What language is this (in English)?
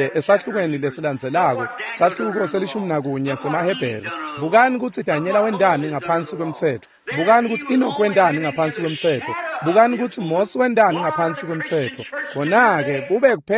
Swati